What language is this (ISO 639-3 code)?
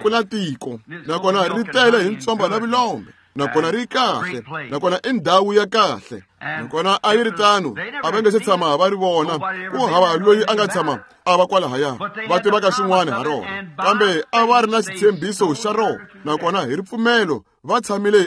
tso